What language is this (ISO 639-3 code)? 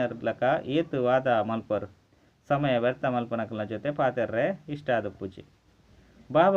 tcy